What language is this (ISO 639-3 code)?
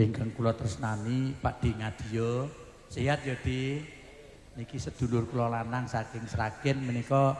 jav